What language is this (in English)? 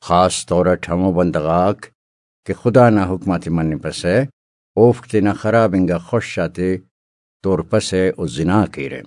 Brahui